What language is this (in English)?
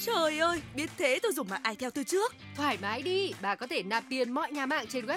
Vietnamese